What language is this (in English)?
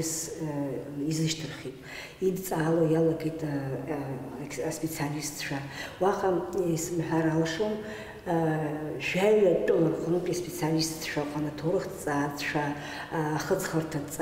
Abkhazian